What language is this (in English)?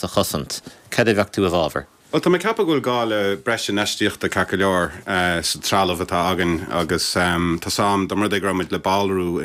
Irish